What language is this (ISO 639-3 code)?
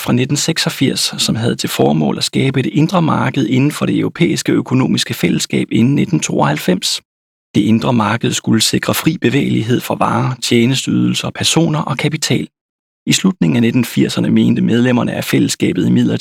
dan